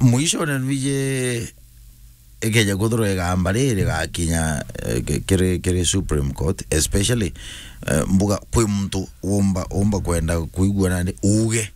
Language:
Meru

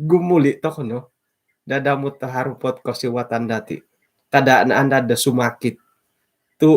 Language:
Central Dusun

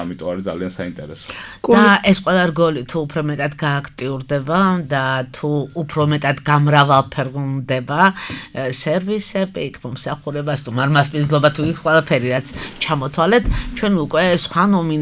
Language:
Georgian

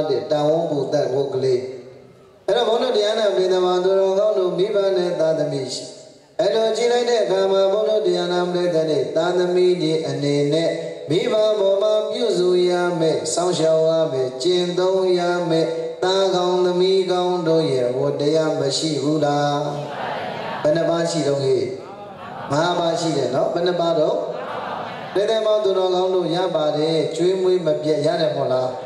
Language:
Burmese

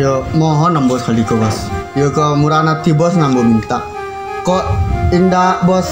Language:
Minangkabau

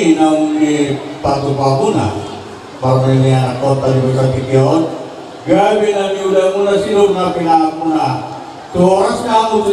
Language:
Batak Toba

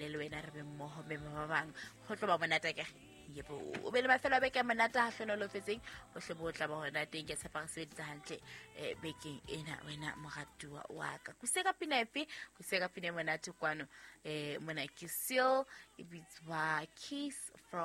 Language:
Southern Sotho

